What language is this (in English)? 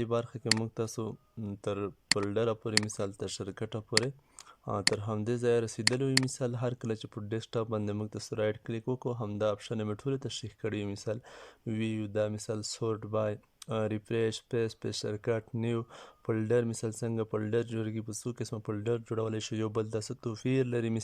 Pashto